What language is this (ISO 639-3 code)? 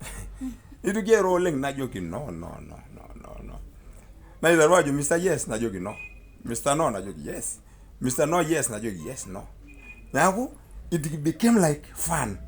mas